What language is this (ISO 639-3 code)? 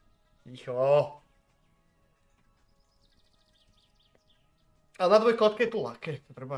slk